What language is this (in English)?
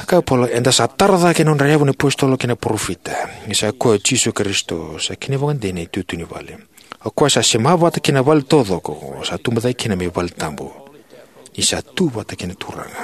Fijian